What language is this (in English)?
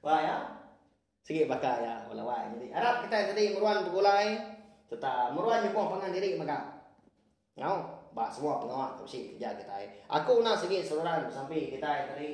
Iban